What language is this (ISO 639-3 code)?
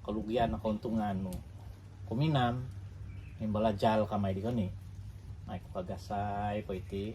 dtp